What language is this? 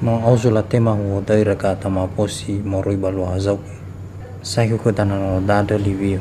Nias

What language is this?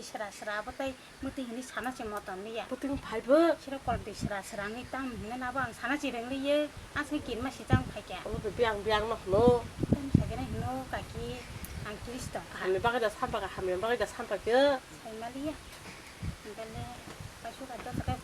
Kok Borok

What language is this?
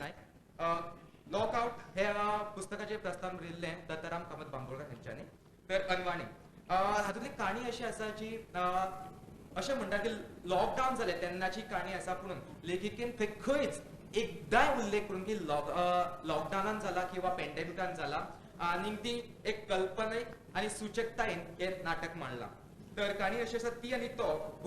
Konkani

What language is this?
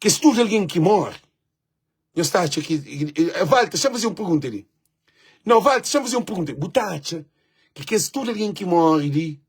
Kabuverdianu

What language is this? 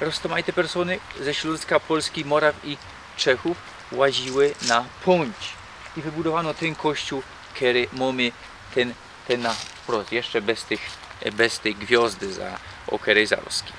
Silesian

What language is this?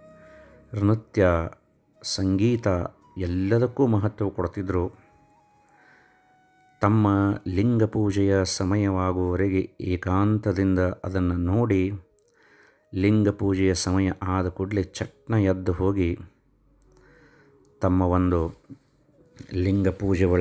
Kannada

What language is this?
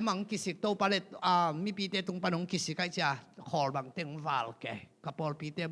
Tedim Chin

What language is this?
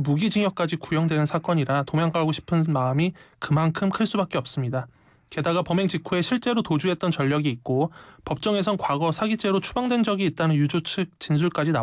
Korean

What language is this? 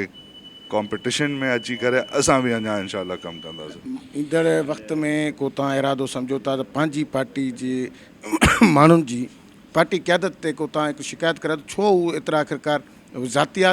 Sindhi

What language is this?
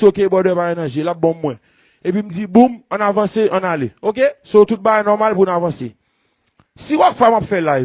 Haitian Creole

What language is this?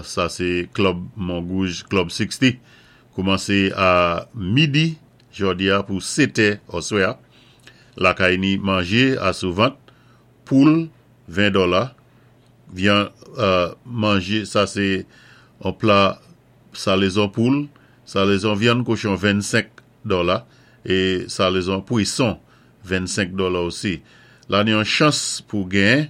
Saint Lucian Creole French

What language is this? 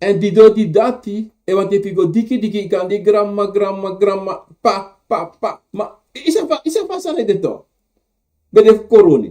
Sranan Tongo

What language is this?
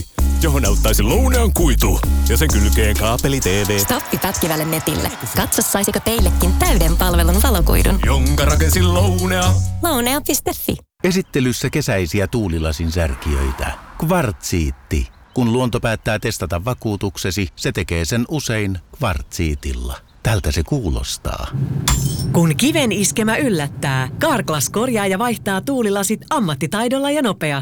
Finnish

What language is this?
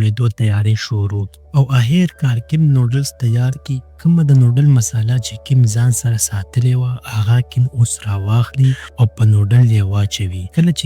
Pashto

